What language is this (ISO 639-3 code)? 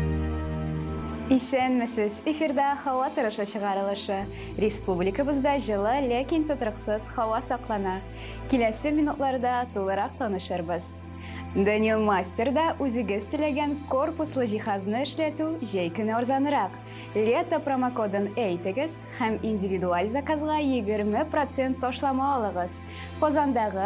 tat